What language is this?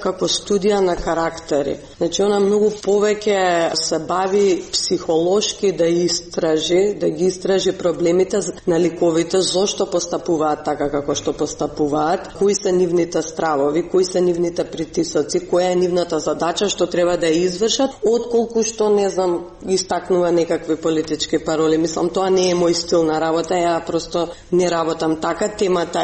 Macedonian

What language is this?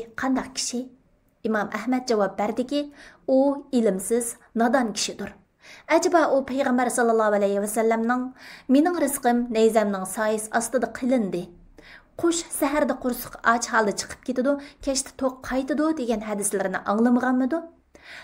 Uyghur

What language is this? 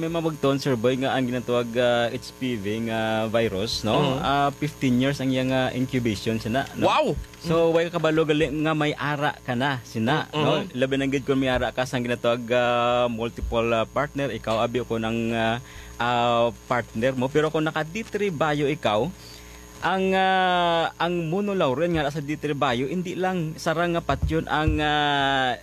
Hiligaynon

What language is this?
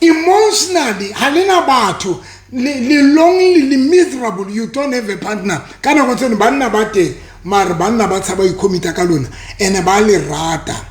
Southern Sotho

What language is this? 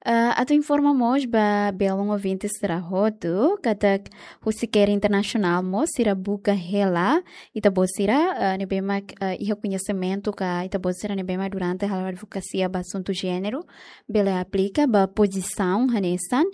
Tetum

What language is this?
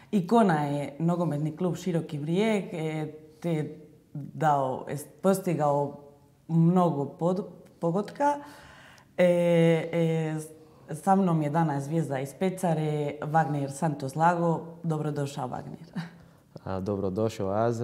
Croatian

